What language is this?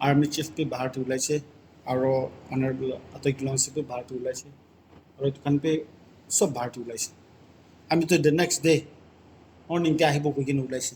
Naga Pidgin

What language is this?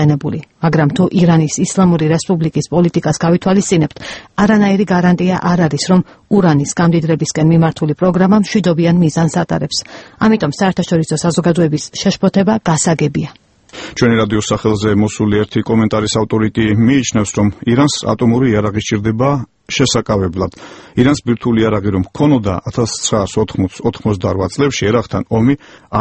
Georgian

